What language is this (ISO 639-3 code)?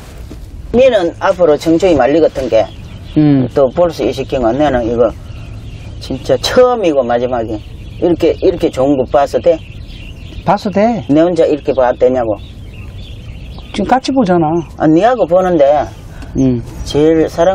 kor